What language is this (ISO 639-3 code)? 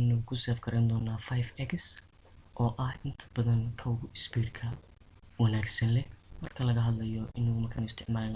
som